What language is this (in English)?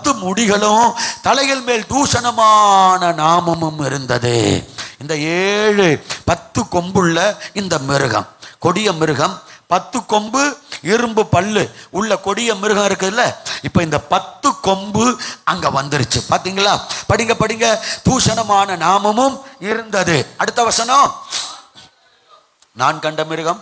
Tamil